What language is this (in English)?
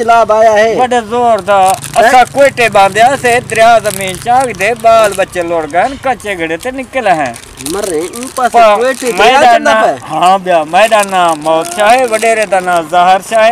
Saraiki